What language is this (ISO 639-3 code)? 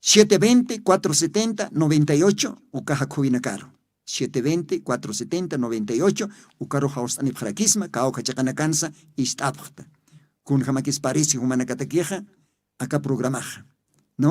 aym